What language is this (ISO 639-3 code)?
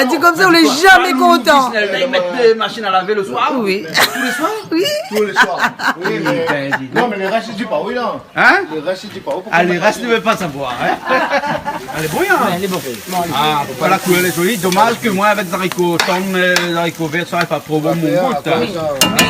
rcf